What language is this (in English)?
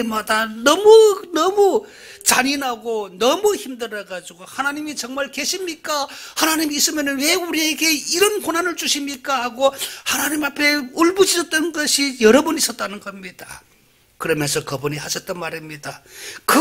Korean